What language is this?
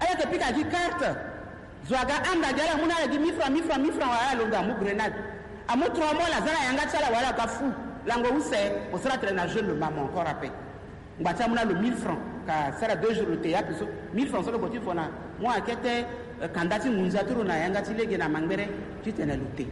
Sango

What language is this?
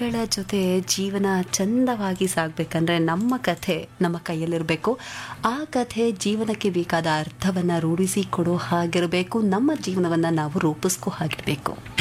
Kannada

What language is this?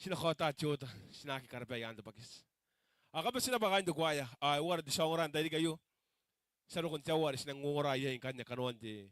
Gilbertese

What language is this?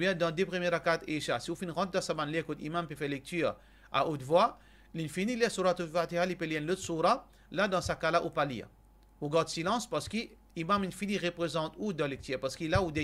Morisyen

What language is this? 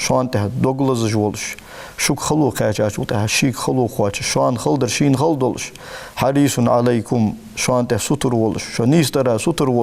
Ingush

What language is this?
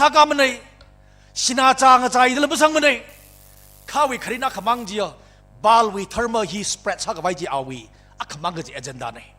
Tangkhul Naga (India)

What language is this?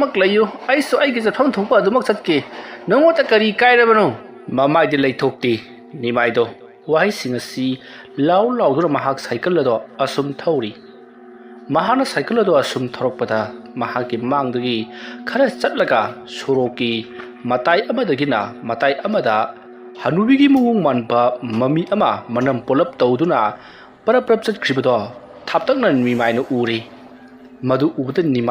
Manipuri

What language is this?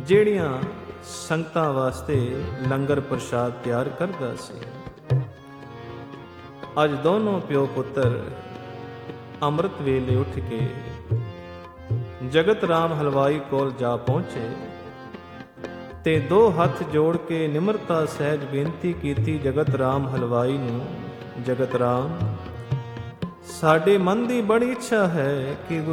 Punjabi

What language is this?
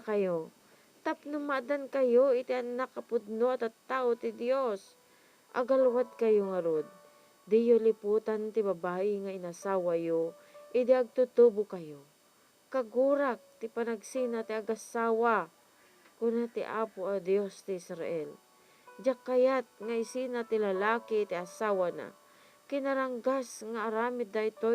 Iloko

